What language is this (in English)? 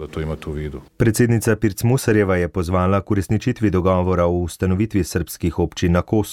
Slovenian